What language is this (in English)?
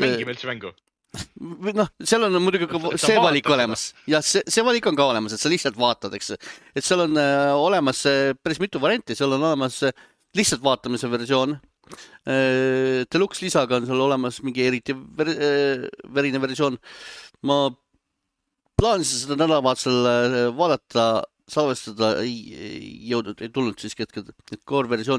Estonian